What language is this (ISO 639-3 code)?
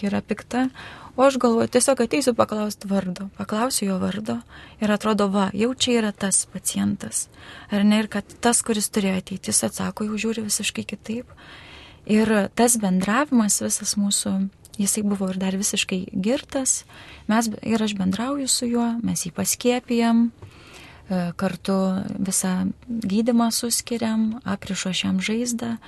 lit